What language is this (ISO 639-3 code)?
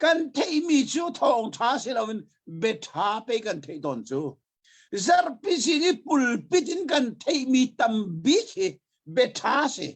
cnh